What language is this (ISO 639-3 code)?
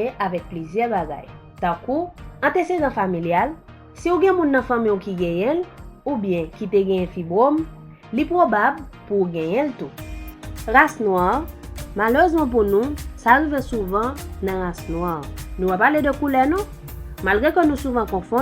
hat